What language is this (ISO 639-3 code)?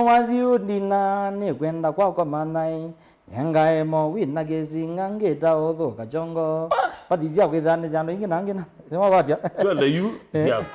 kam